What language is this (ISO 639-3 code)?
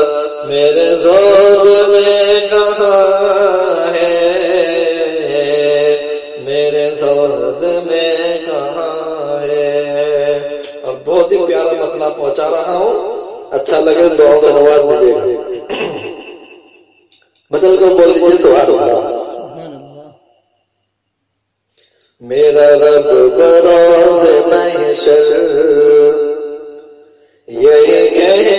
urd